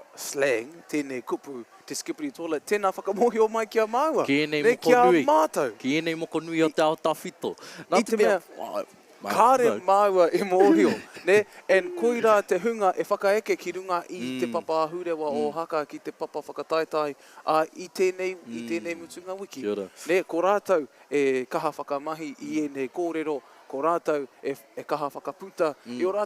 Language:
Māori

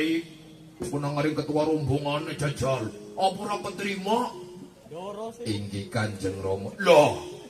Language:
Javanese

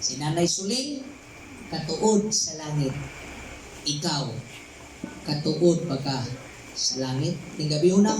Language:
Cebuano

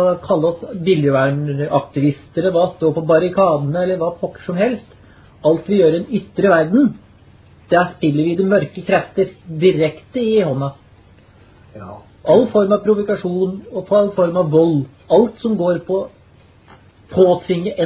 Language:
Norwegian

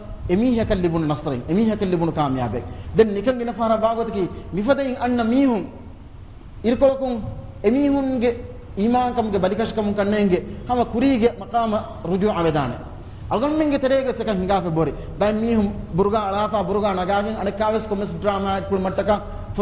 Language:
Divehi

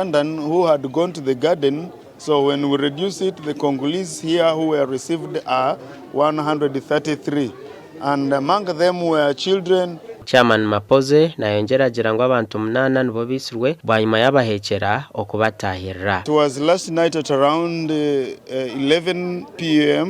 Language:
Nyankole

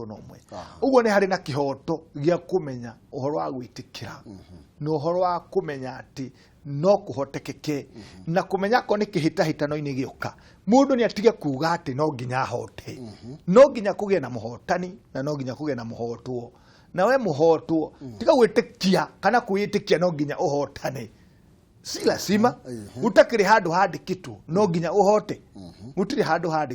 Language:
Kikuyu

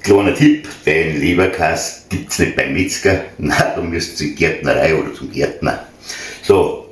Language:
Bavarian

